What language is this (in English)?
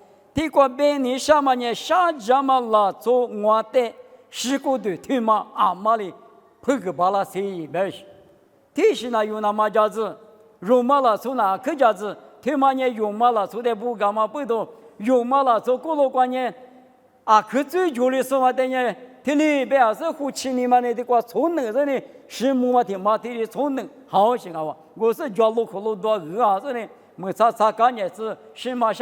Lisu